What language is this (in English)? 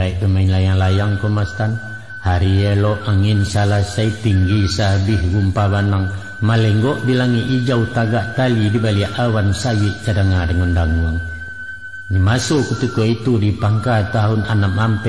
Minangkabau